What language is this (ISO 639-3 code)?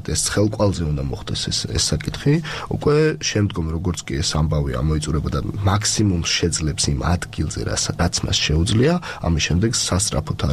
kat